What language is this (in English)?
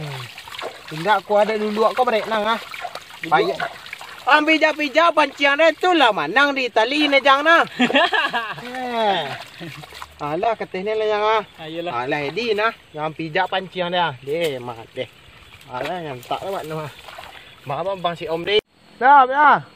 Minangkabau